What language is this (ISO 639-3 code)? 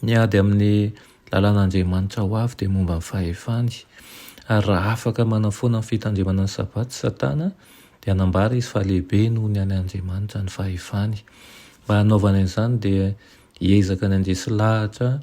mlg